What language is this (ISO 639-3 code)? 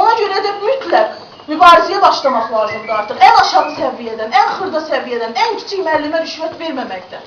aze